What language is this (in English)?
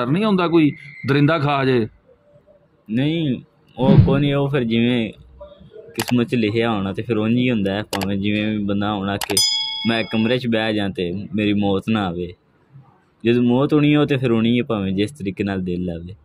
Punjabi